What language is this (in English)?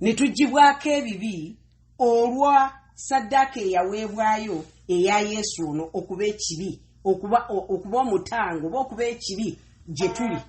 Ganda